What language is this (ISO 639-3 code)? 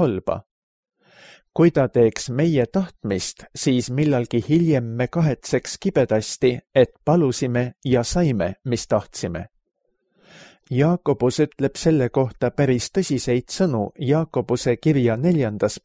est